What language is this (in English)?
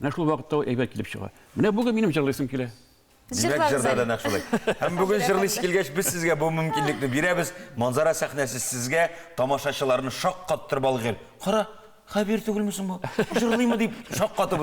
Tatar